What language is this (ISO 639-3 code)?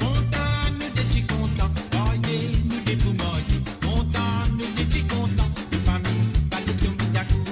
mfe